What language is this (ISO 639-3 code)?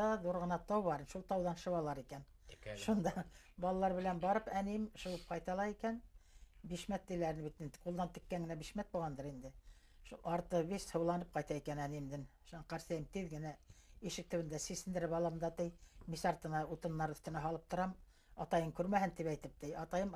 bak